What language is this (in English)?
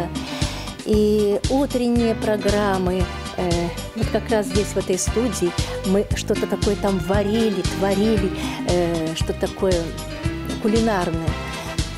Russian